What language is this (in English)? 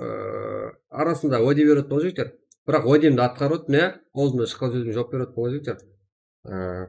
Kara-Kalpak